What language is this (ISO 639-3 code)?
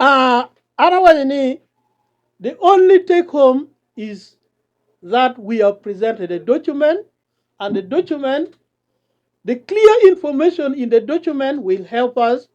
ach